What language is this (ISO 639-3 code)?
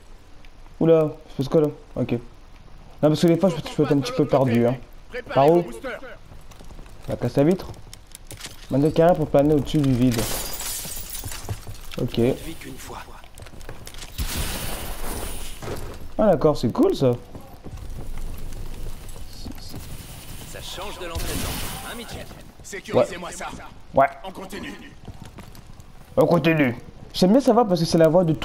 fra